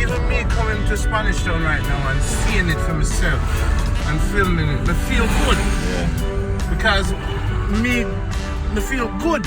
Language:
Jamaican Creole English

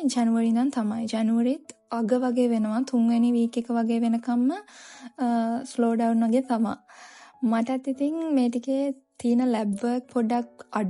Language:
Sinhala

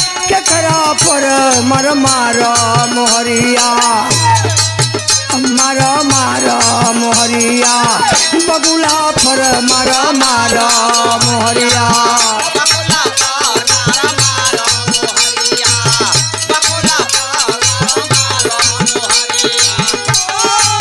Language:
Bhojpuri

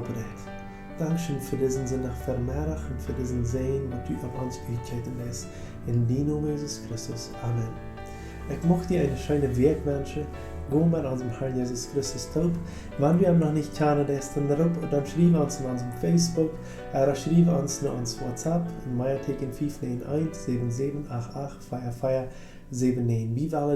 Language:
Plautdietsch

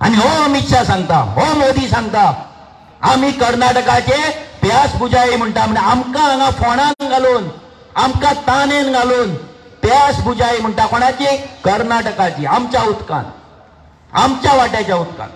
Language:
Konkani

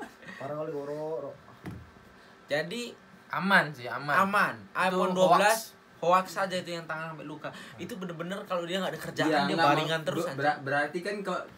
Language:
Indonesian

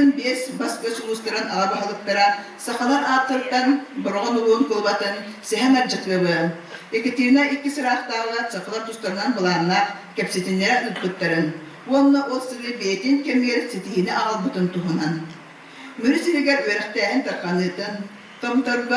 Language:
Yakut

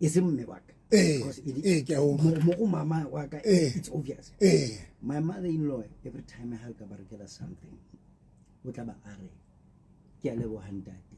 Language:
Southern Sotho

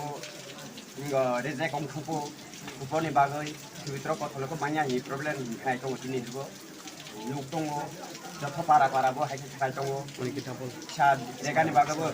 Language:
Riang (India)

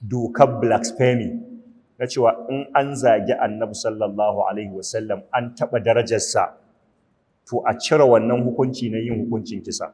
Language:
Hausa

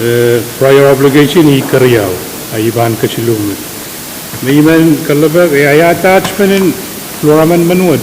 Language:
Pohnpeian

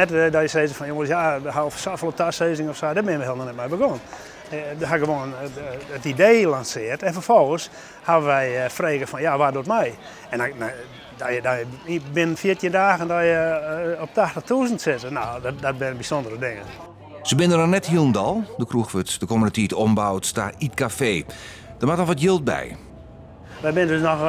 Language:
Western Frisian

